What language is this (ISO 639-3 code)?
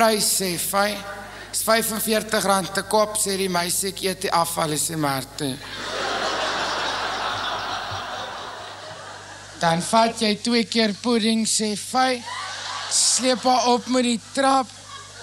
afr